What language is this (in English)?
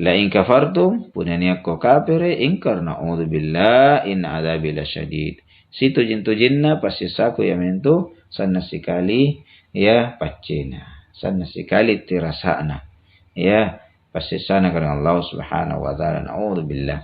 Makasar